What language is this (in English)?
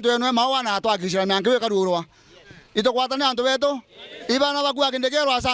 Meru